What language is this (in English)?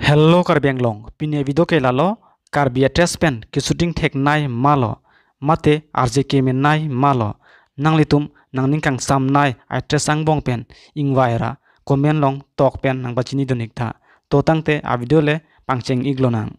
Karbi